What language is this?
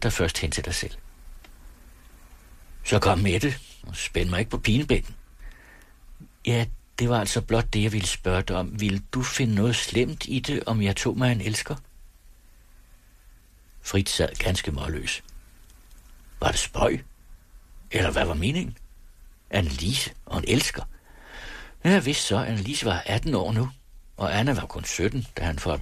Danish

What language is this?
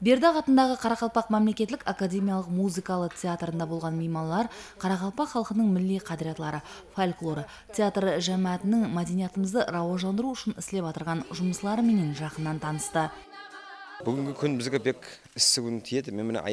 Kara-Kalpak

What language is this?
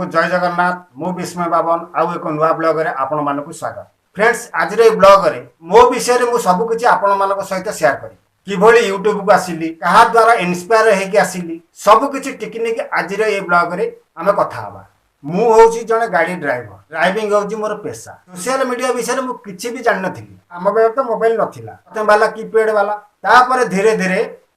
Odia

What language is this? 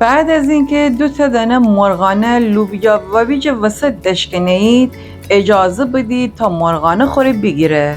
Gilaki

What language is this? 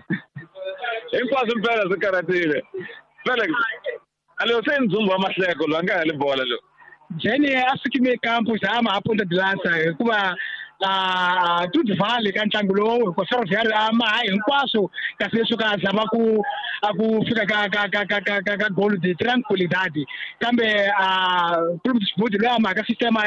Tsonga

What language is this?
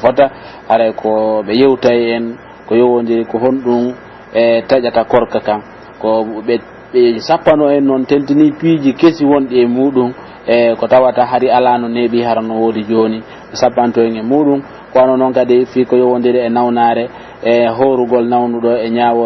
Pular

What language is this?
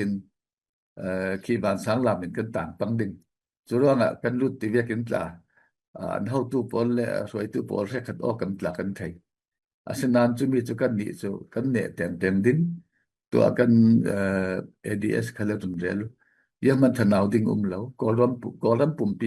Falam Chin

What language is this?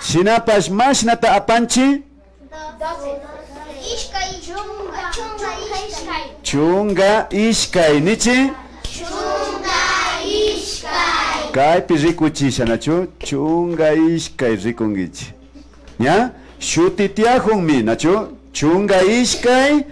Imbabura Highland Quichua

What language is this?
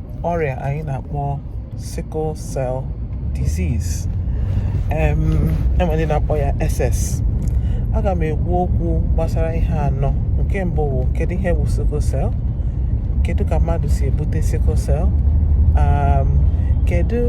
Igbo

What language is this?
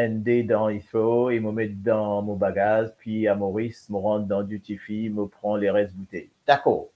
Morisyen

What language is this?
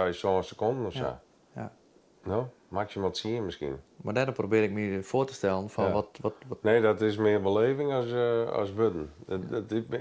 Western Frisian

